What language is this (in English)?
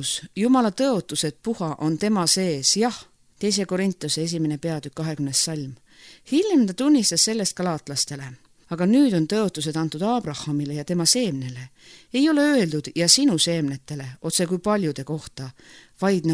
Estonian